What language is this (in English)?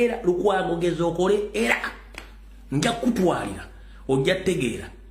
Ganda